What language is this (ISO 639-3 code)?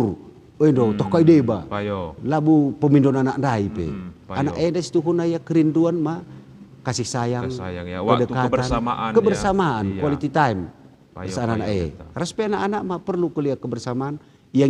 btx